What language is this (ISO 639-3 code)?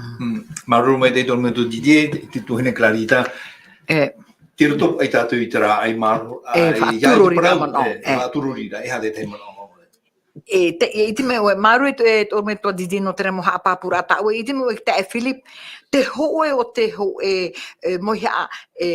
tah